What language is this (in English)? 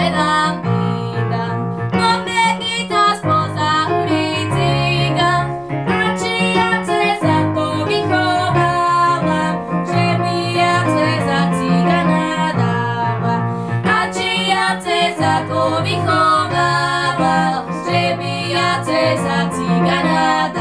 Slovak